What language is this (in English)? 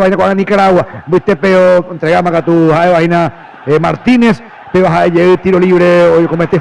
Guarani